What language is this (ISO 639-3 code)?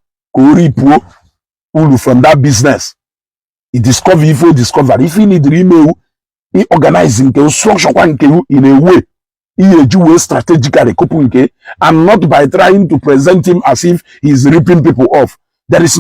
ibo